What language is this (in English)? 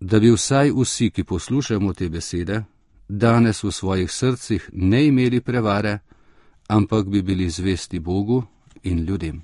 Slovenian